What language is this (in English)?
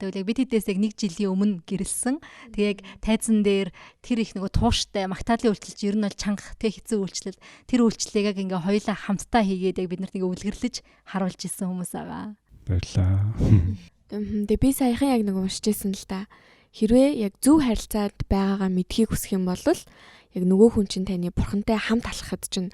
Mongolian